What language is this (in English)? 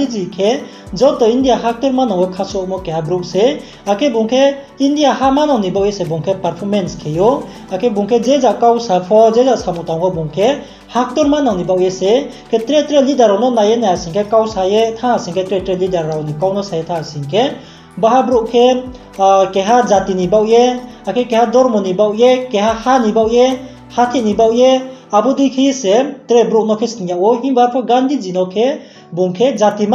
Riang (India)